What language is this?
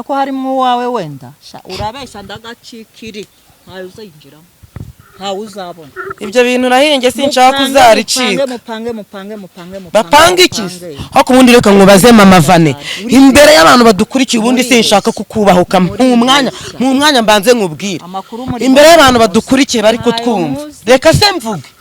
Kinyarwanda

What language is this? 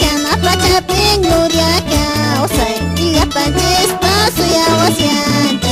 Quechua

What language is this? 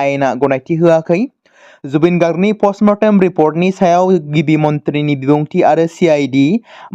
Bodo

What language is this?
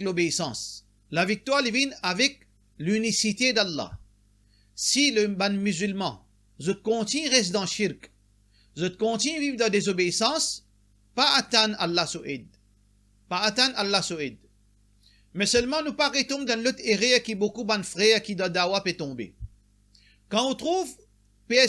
Morisyen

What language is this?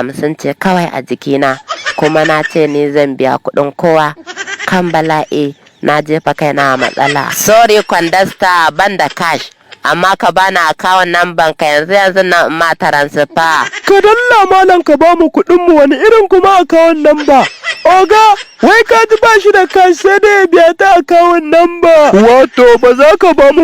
Hausa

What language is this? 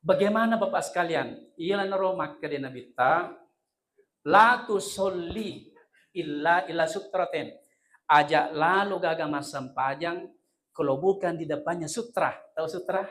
Buginese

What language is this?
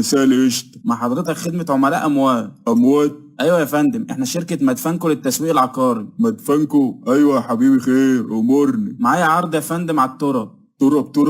Egyptian Arabic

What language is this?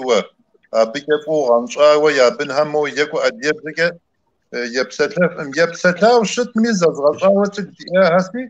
Kabardian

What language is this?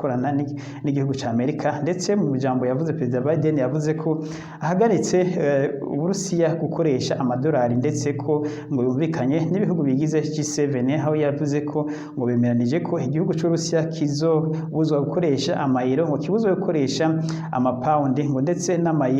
Rundi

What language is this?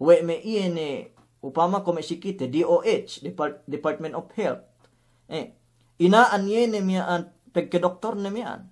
Yakan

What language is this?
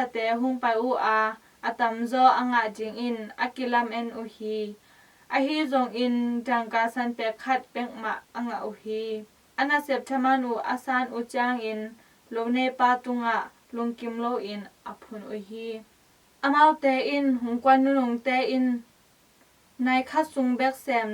Tedim Chin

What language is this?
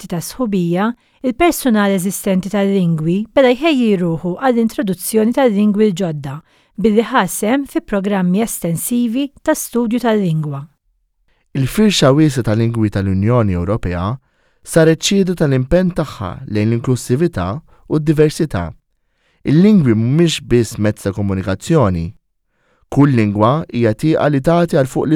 Maltese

